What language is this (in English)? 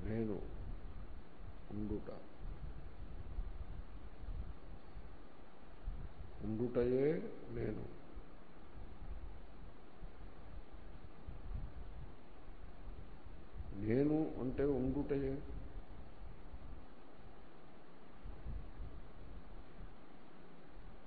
Telugu